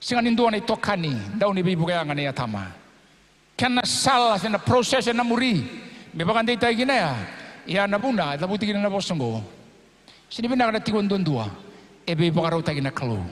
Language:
Fijian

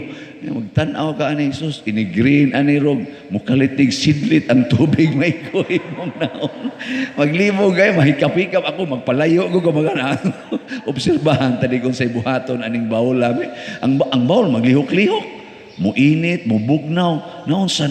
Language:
Cebuano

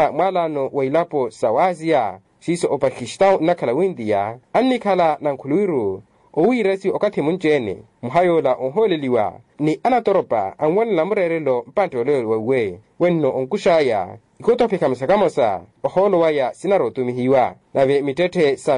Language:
Makhuwa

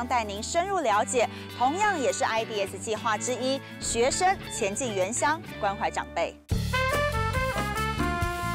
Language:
Chinese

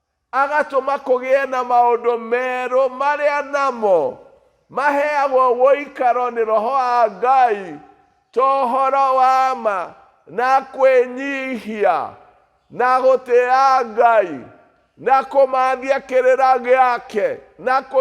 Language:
Kikuyu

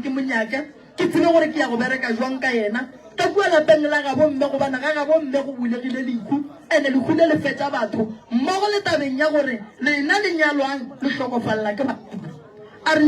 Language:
Northern Sotho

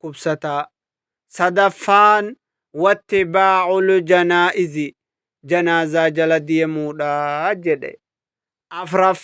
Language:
Oromo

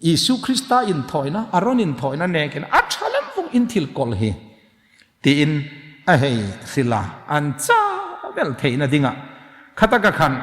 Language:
Hmar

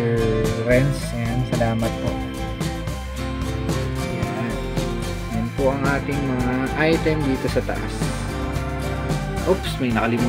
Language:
Filipino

